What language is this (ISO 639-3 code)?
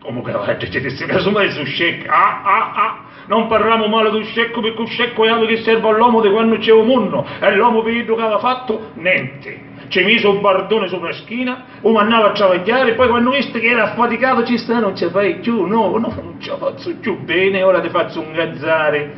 scn